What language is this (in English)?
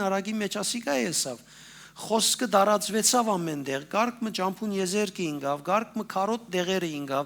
Western Armenian